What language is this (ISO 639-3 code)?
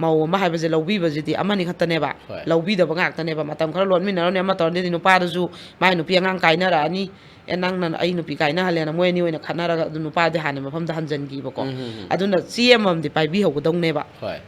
mni